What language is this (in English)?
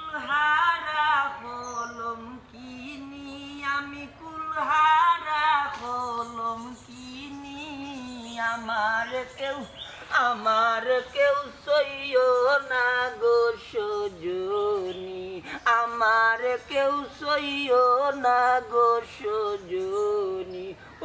Sylheti